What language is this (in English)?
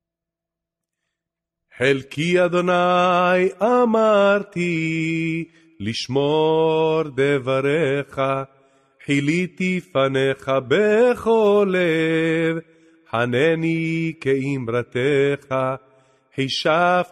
Hebrew